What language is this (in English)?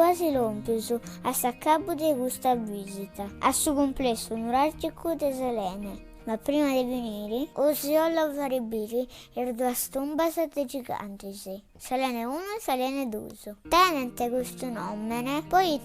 Sardinian